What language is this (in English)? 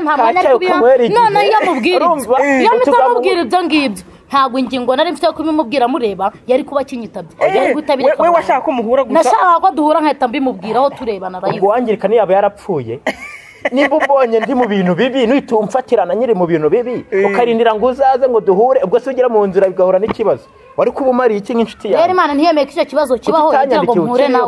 Kinyarwanda